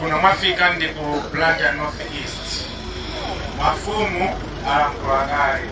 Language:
Nyanja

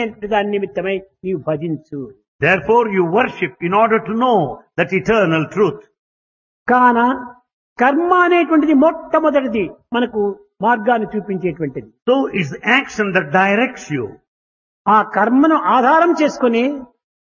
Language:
Telugu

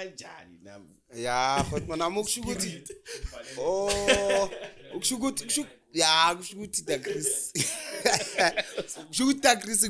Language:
Zulu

